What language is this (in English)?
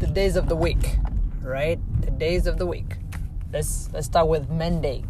English